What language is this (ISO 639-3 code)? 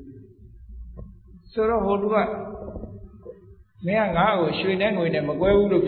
mya